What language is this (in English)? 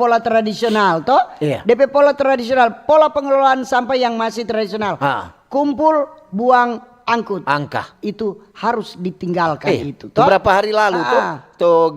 Manado Malay